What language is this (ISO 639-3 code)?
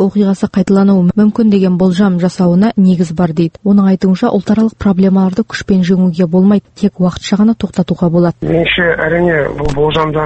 kaz